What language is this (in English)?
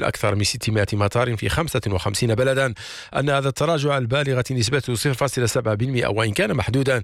Arabic